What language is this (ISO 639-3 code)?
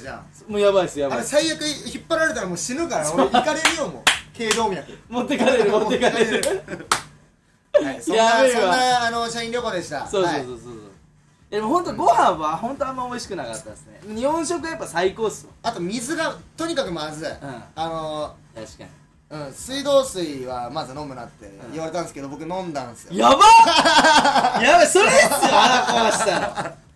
jpn